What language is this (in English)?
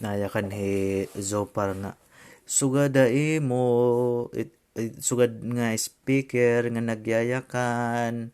Waray